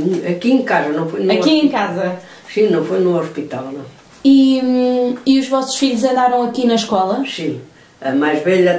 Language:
Portuguese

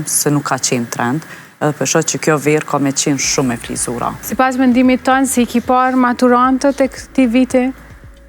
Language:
Albanian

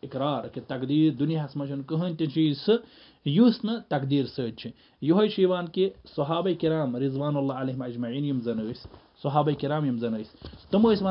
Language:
Kashmiri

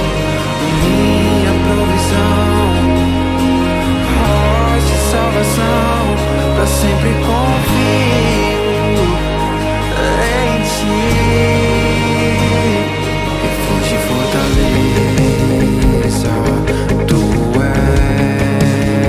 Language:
Portuguese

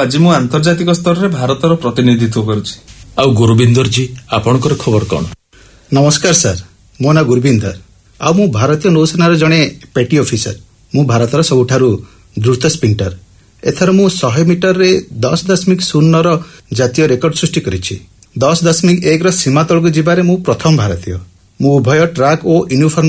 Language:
Odia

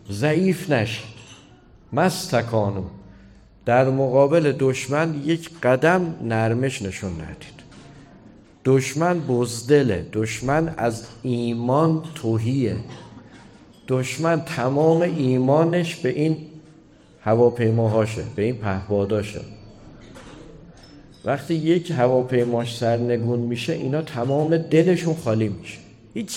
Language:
Persian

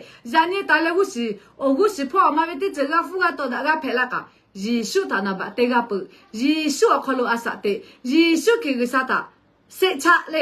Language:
Lahu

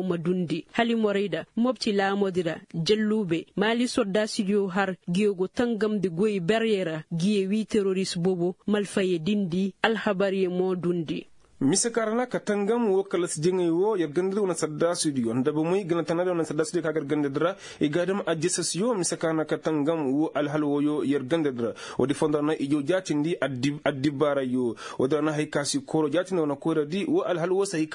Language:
Koyraboro Senni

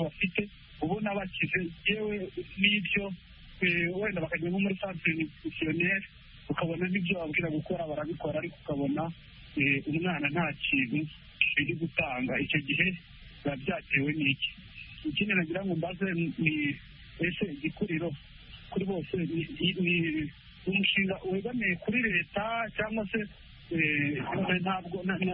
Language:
Kinyarwanda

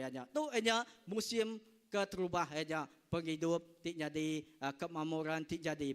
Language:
Iban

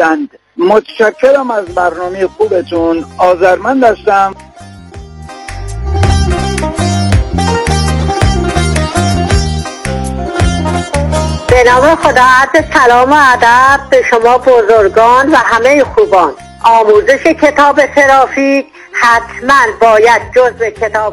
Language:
Persian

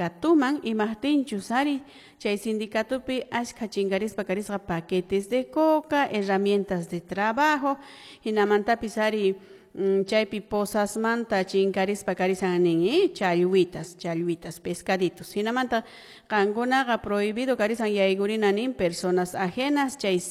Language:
Quechua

